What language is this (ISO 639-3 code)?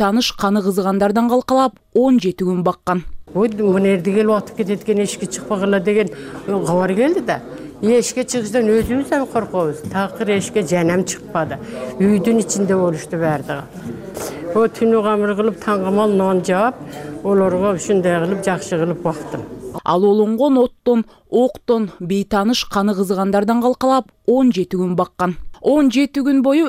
kir